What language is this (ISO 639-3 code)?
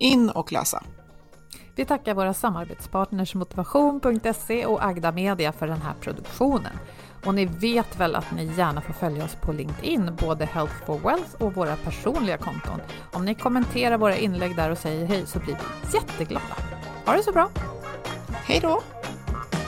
swe